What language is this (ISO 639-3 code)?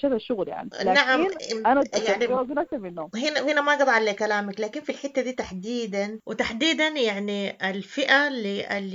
apd